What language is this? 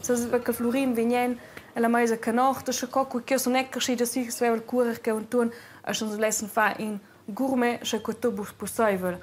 Romansh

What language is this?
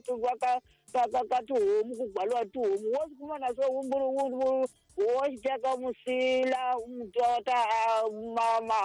Tsonga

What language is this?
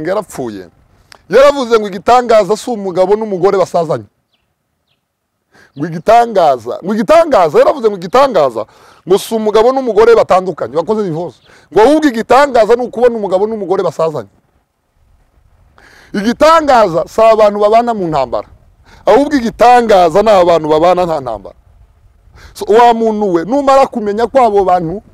Kinyarwanda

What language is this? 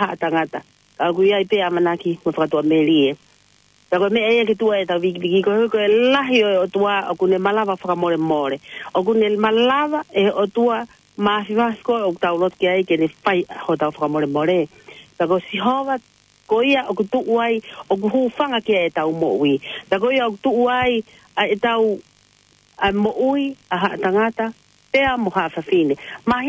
Tongan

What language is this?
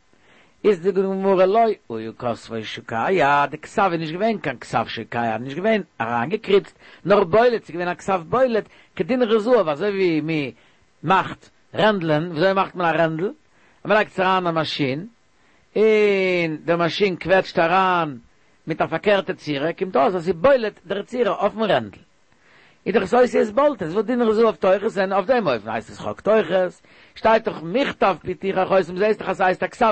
Yiddish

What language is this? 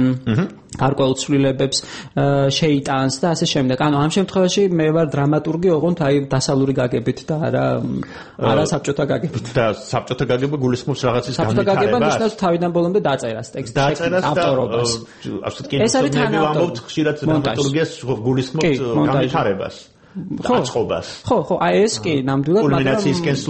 Georgian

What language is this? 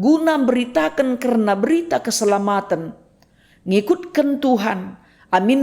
Batak Karo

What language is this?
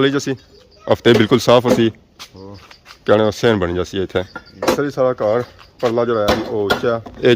Pahari-Potwari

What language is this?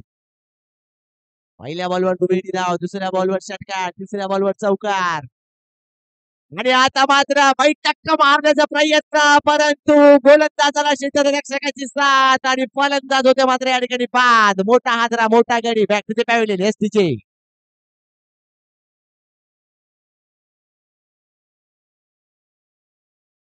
Marathi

